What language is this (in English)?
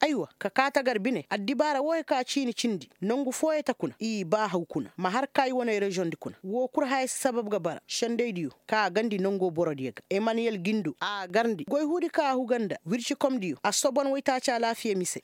Koyraboro Senni